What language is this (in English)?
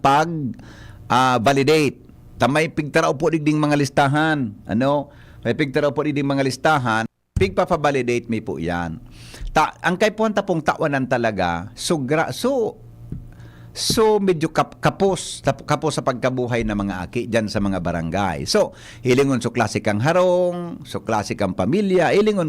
Bikol